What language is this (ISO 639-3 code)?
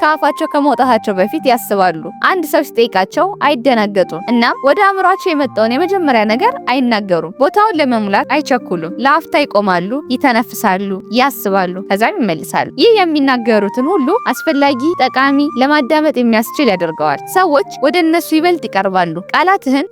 amh